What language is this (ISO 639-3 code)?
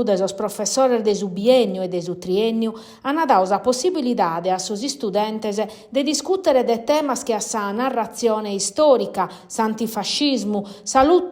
srd